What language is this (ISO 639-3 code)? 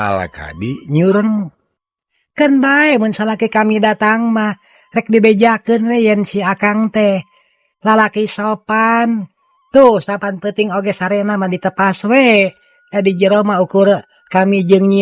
sun